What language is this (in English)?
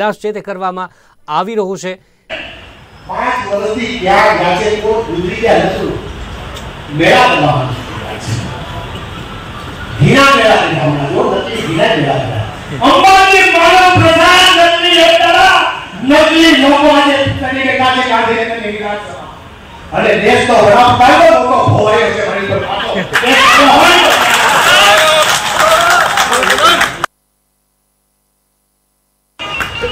Gujarati